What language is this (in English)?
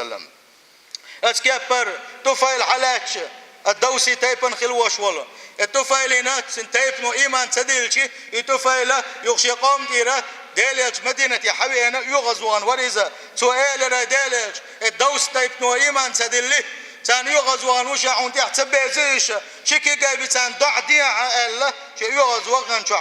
Chechen